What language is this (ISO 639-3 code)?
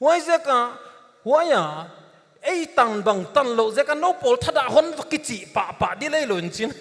pck